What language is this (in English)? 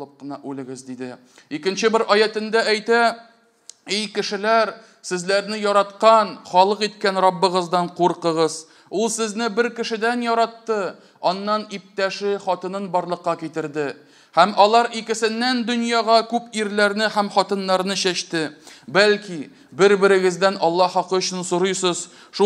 Tatar